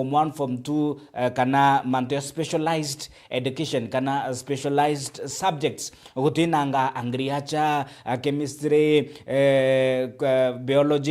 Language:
Meru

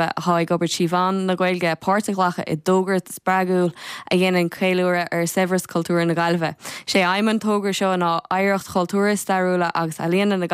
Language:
Irish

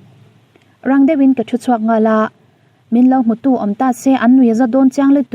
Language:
Mizo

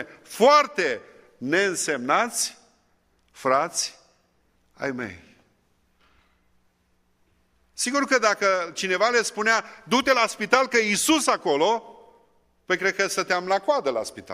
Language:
Romanian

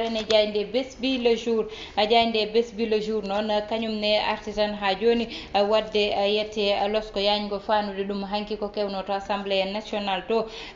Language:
Fula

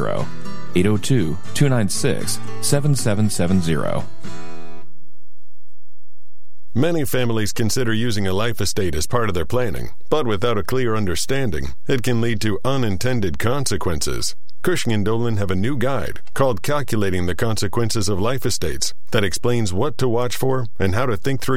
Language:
English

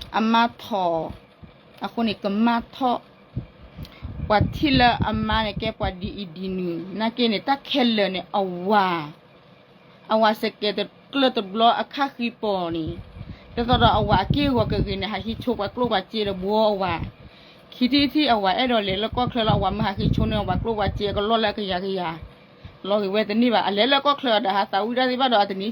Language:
S'gaw Karen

